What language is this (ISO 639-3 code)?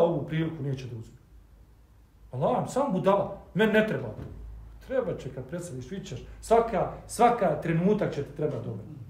bos